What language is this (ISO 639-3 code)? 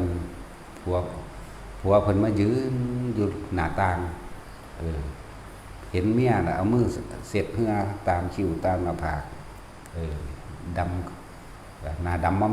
tts